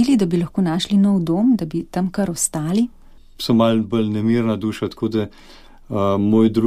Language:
Slovenian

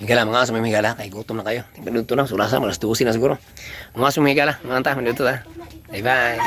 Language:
Cebuano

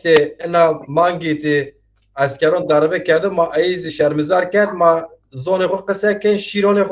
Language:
Zaza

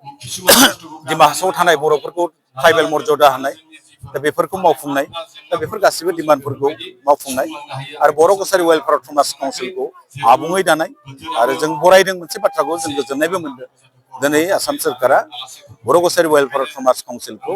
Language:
Bodo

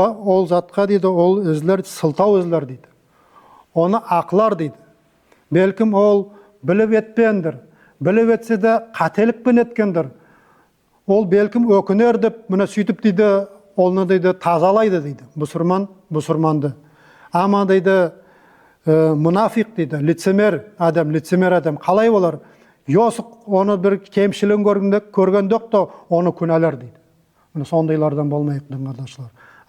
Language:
Nogai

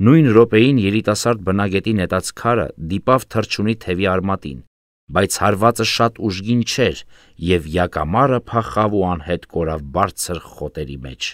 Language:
Armenian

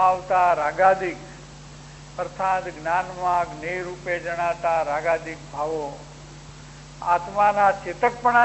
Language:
Gujarati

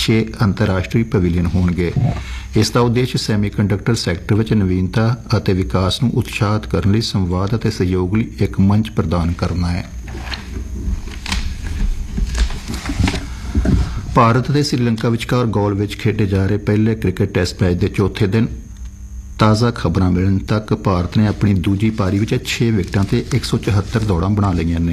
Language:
Punjabi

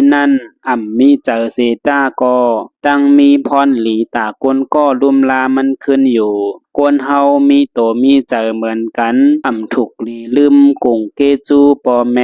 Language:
Shan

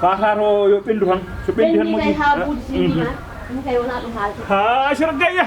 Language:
Fula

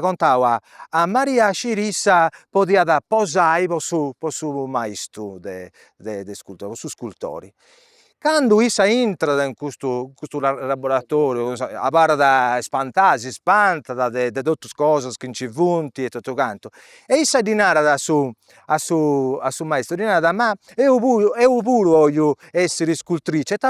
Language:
Sardinian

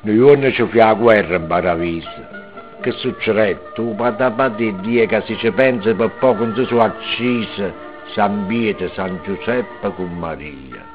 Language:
Neapolitan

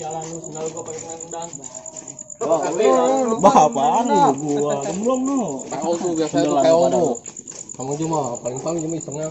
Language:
Betawi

